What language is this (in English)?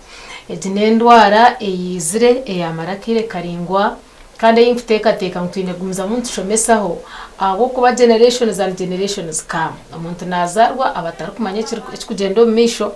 Nyankole